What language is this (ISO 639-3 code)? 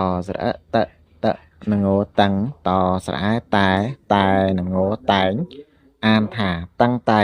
khm